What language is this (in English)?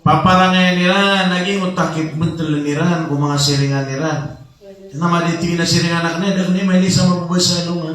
Maranao